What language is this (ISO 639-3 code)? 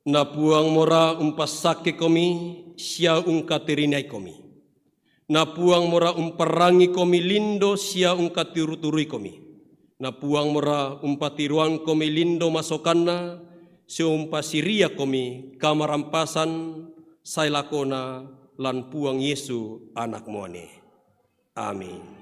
sda